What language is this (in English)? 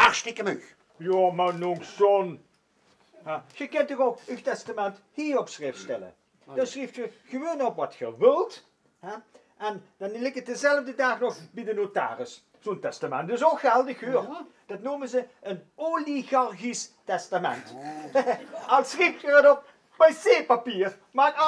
Limburgish